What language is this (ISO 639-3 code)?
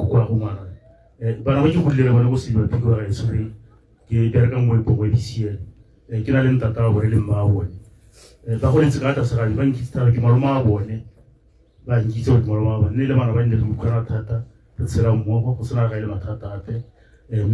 tsn